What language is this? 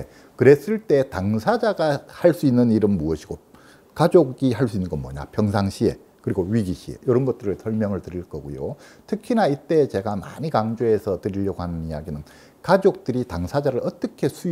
Korean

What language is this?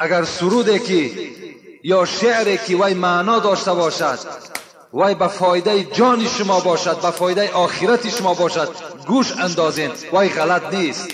Tajik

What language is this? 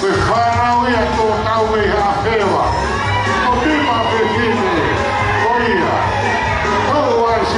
Tongan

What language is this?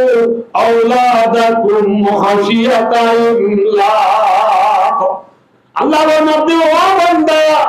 Rohingya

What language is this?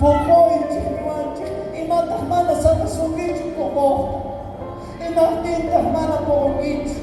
South Bolivian Quechua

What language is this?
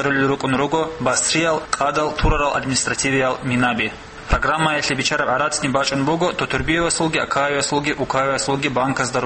Avaric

